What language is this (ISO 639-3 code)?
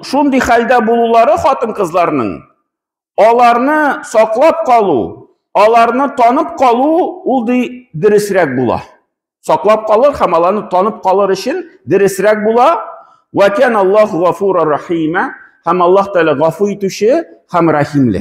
tat